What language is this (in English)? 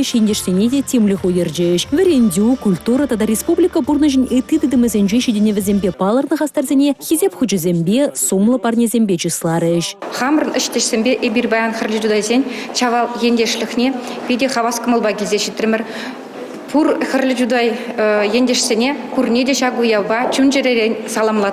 Chuvash